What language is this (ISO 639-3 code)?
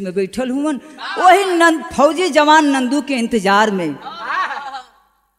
bho